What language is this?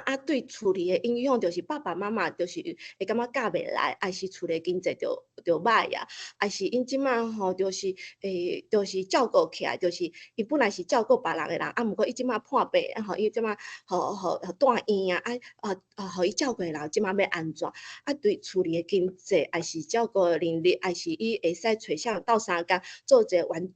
Min Nan Chinese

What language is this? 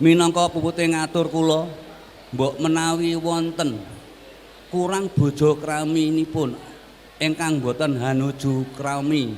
Javanese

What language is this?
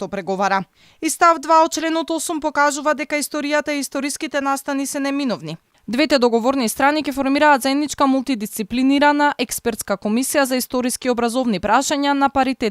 Macedonian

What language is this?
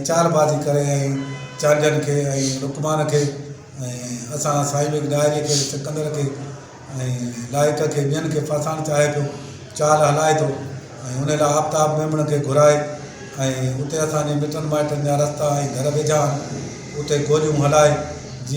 Sindhi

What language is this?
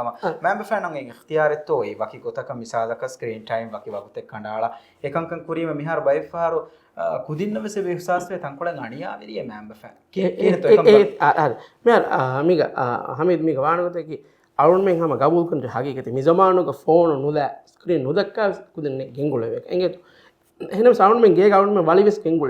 Divehi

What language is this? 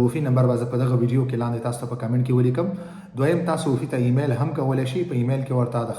Pashto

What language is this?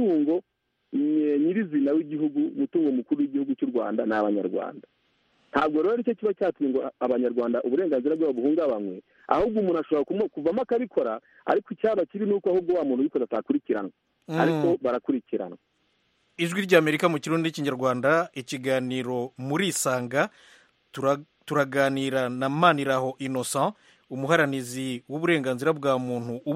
Kinyarwanda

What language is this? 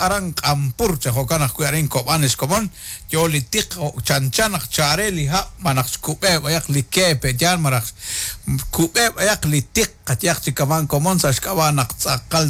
Kekchí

